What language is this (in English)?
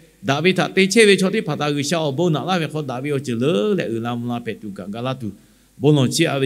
Lahu